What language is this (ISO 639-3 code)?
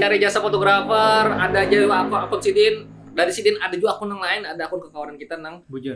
bjn